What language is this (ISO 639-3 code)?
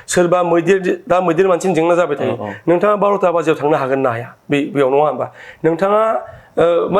brx